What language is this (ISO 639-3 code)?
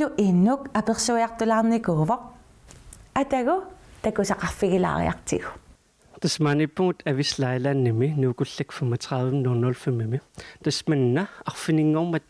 kal